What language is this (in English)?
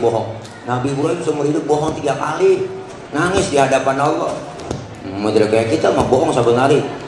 Betawi